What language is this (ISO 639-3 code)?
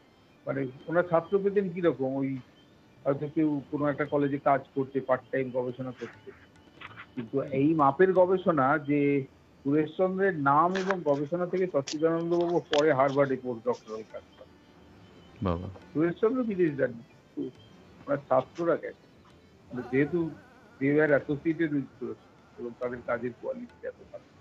ben